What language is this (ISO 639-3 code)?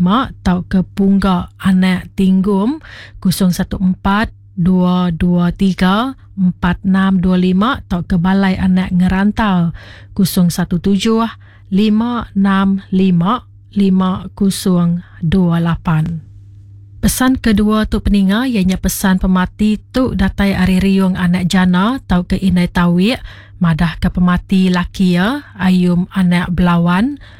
iba